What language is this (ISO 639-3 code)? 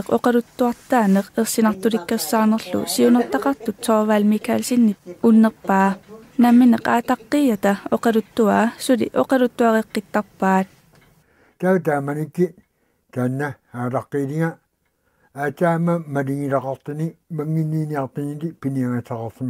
kal